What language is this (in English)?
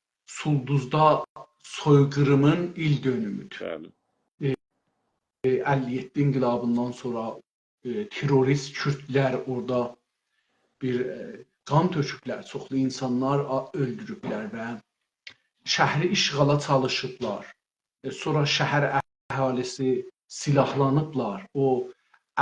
South Azerbaijani